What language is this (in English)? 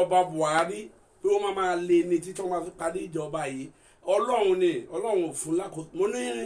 Yoruba